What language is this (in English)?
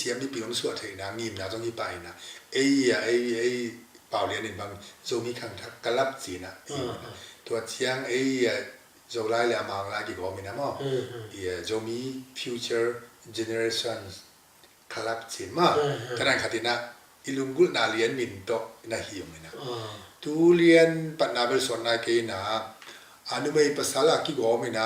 Tedim Chin